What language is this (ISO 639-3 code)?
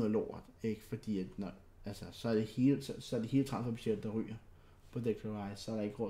dan